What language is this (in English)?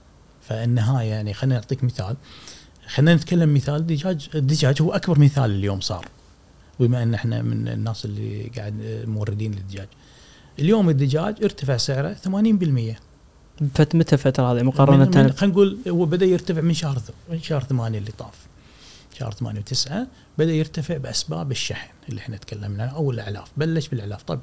Gulf Arabic